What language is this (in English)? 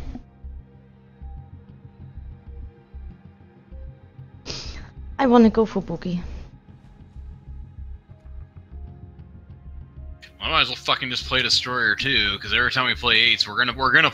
English